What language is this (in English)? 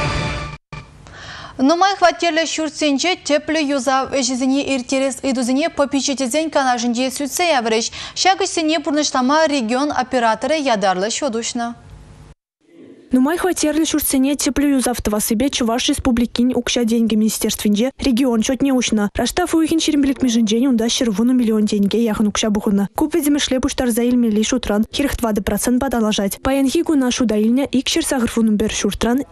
Chuvash